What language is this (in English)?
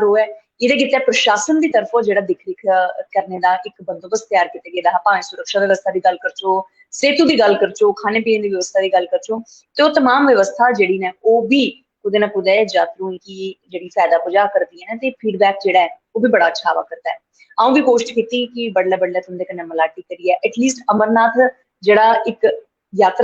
Dogri